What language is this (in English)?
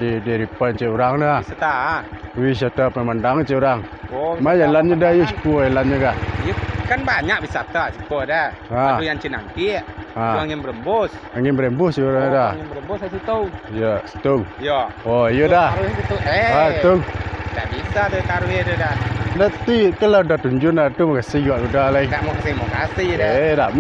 Minangkabau